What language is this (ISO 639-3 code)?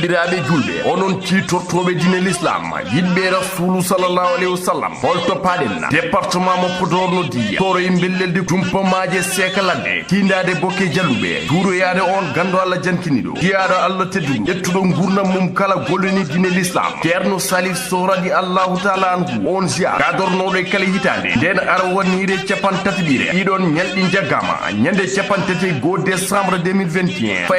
ful